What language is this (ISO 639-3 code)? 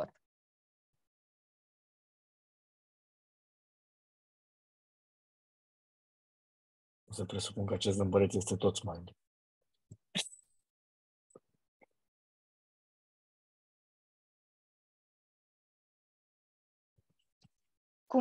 ron